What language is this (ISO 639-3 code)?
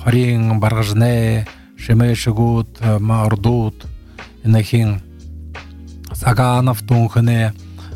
bua